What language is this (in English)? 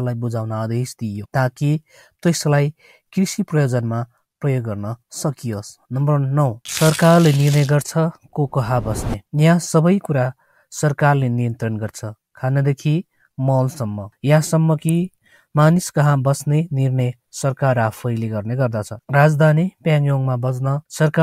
Nepali